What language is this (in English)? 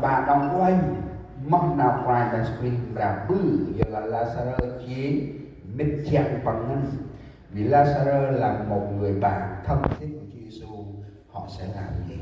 Central Mnong